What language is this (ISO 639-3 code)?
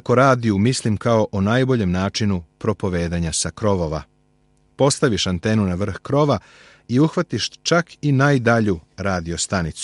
srp